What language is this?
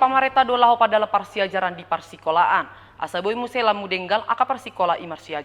Batak Toba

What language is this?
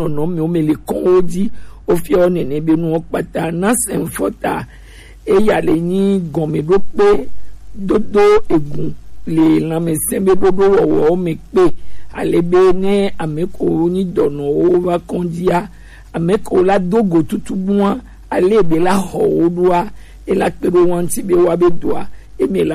Gen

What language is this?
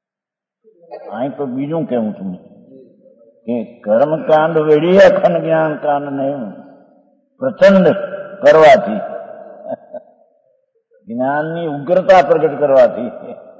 Gujarati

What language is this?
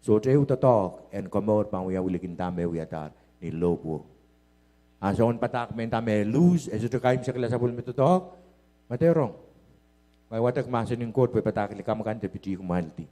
Pohnpeian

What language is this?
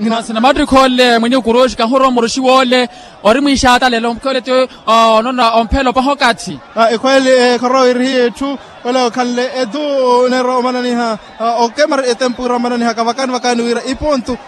Makhuwa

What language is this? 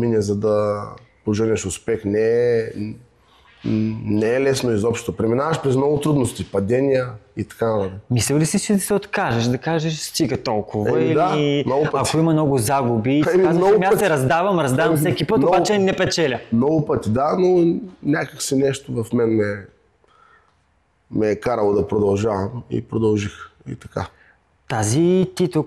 Bulgarian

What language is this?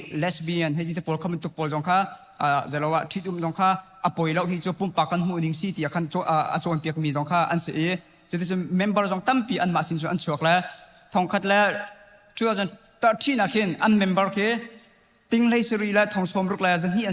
Hakha Chin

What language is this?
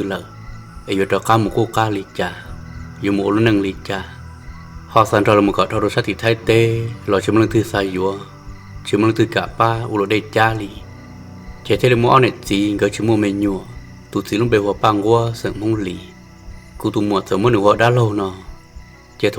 Hmong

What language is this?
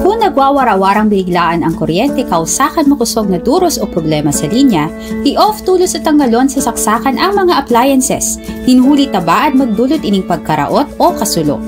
Bikol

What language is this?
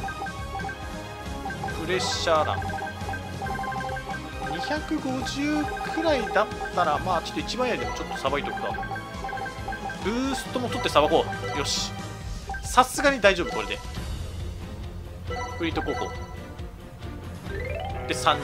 Japanese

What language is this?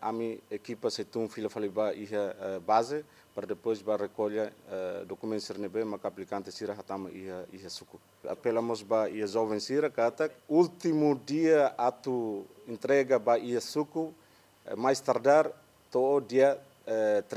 Tetum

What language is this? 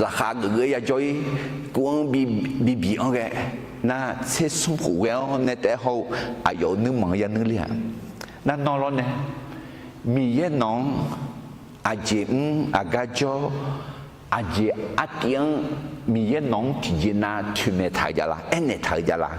Akha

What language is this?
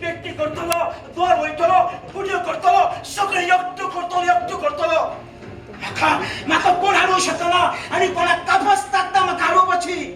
Konkani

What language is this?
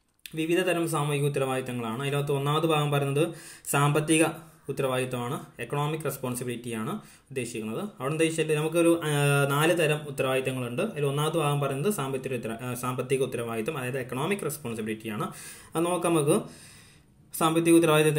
Malayalam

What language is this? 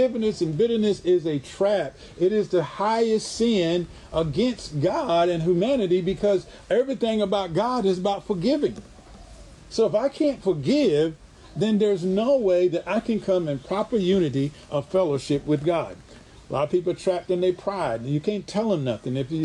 English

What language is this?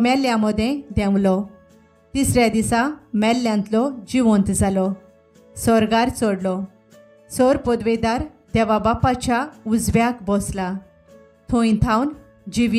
Konkani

